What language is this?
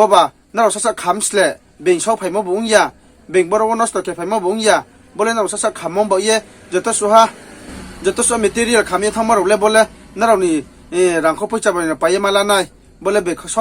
Riang (India)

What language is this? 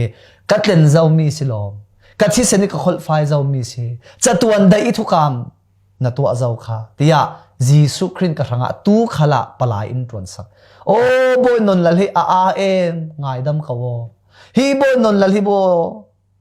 Falam Chin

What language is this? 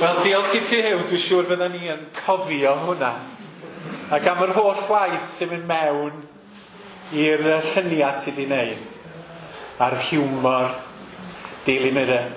Welsh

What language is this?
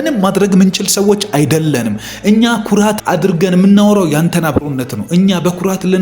Amharic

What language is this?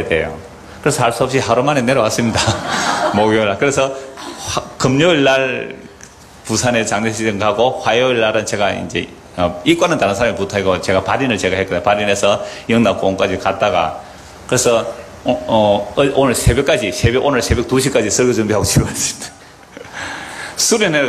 Korean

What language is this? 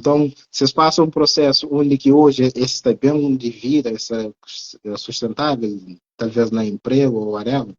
Kabuverdianu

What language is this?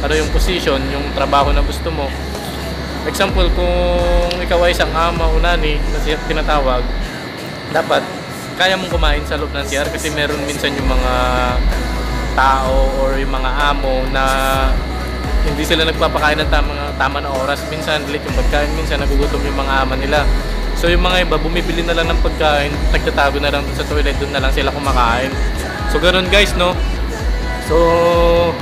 Filipino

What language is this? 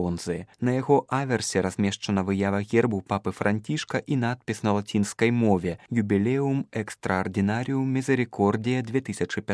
Belarusian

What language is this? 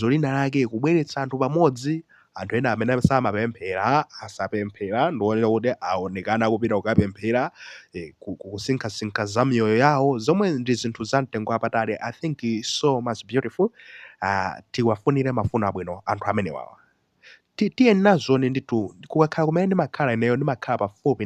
Nyanja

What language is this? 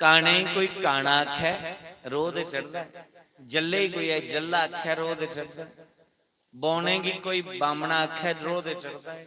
Dogri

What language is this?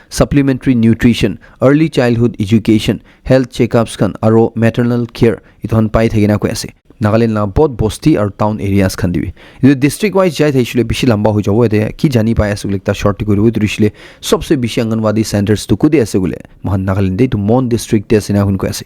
Naga Pidgin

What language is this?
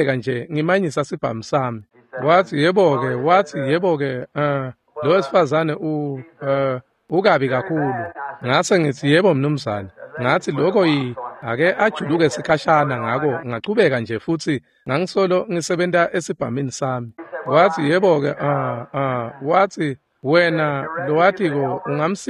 Swati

